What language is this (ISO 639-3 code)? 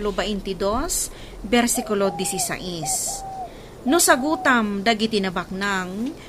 ilo